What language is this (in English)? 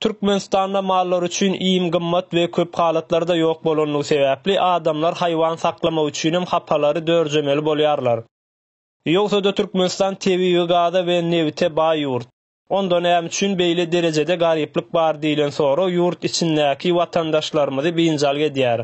Turkmen